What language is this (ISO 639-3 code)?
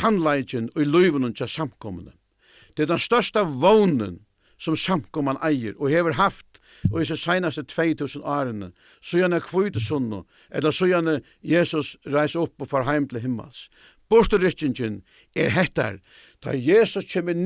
fao